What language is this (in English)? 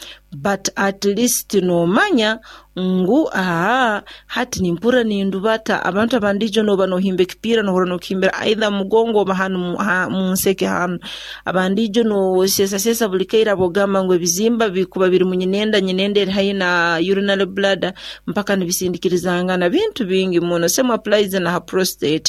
Nyoro